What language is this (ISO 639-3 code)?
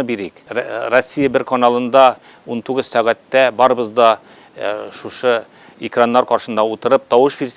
tat